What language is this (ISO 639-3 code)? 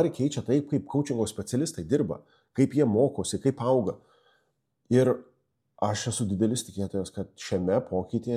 lit